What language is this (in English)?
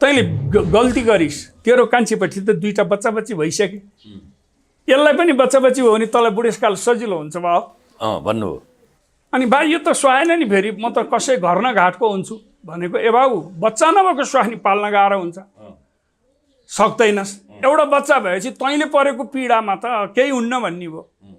Nepali